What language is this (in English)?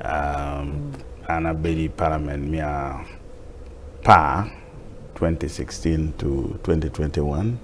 Acoli